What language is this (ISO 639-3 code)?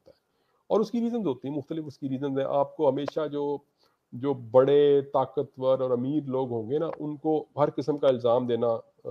urd